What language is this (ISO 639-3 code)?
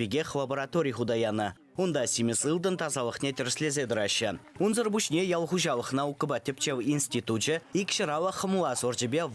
chv